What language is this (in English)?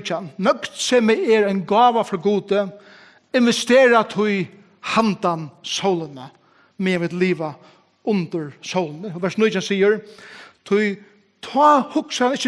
Faroese